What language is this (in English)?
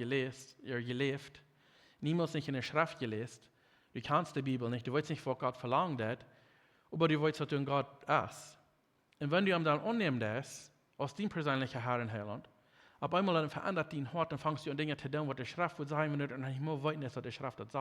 Plautdietsch